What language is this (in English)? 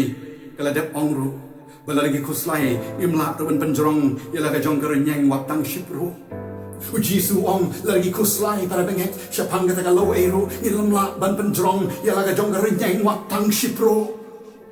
Khasi